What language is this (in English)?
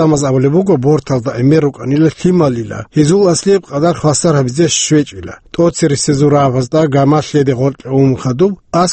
Avaric